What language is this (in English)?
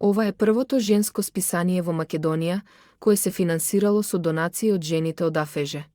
Macedonian